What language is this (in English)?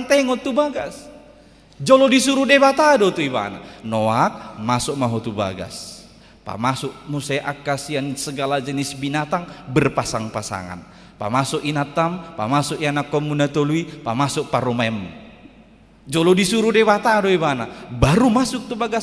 Batak Toba